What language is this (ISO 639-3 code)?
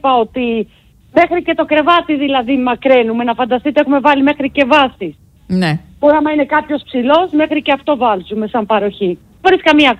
ell